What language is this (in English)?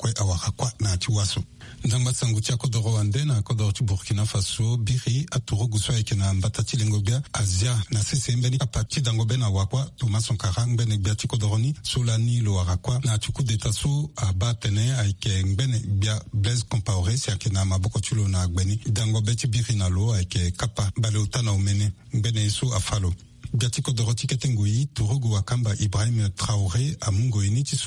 Sango